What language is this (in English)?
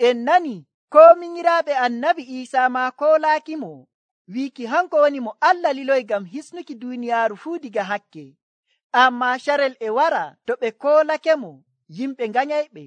Nigerian Fulfulde